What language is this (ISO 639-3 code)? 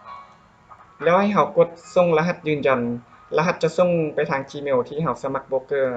lao